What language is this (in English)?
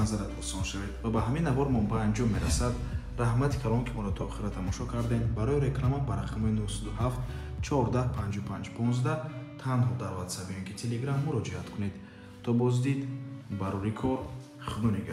Tajik